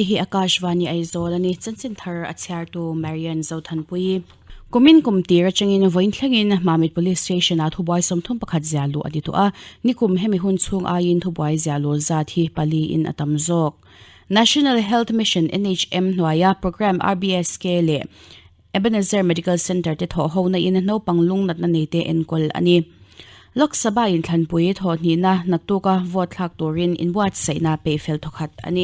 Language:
Mizo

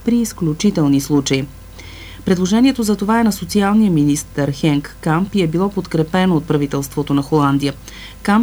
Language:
Bulgarian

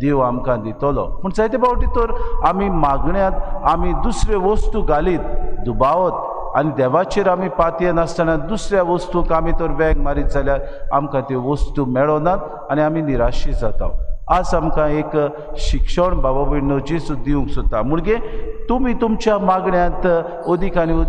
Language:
Konkani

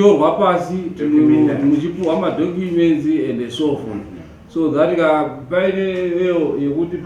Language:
Shona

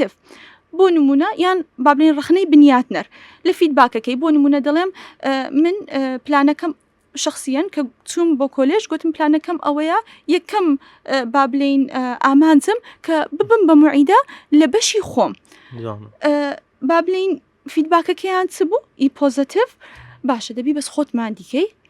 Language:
Central Kurdish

